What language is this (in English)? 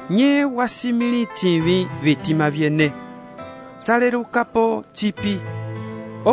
Umbundu